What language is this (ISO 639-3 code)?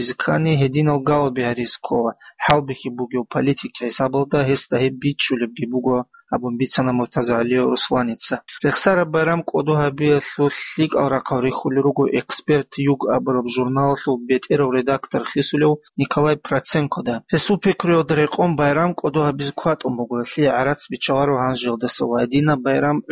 ava